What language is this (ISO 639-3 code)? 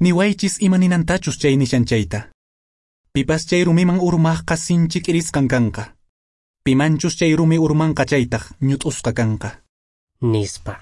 que